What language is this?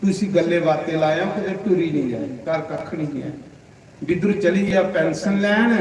Dogri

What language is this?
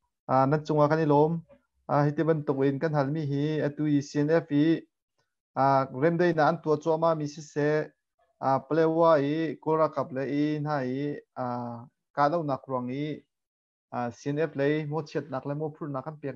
Hakha Chin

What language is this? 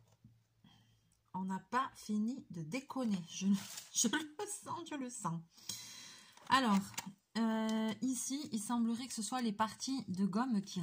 French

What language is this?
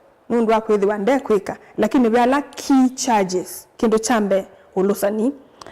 Kamba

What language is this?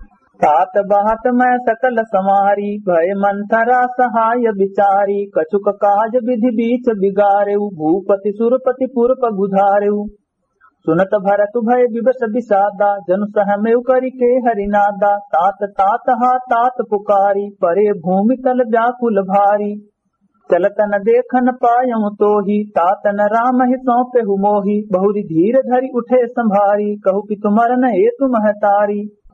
Awadhi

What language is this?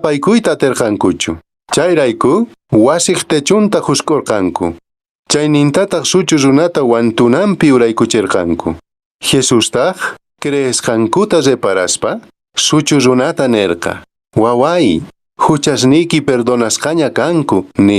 Quechua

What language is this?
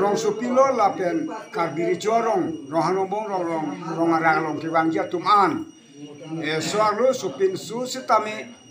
Karbi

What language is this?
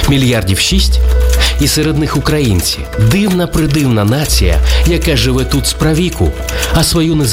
Ukrainian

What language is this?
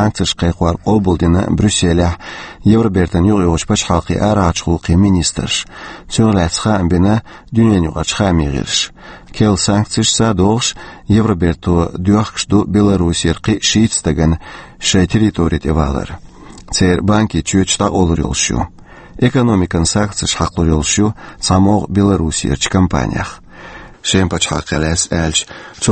Chechen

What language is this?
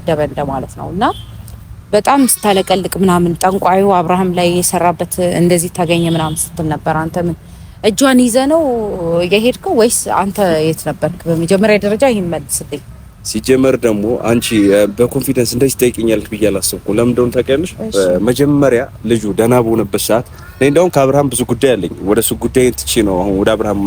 Amharic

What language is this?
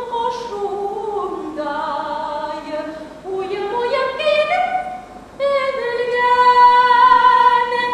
Bashkir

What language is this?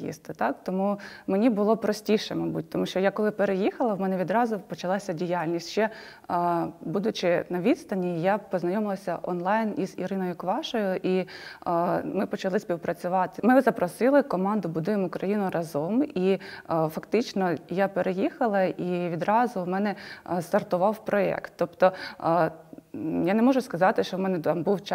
Ukrainian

